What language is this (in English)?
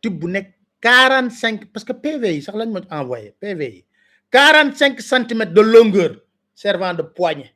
Wolof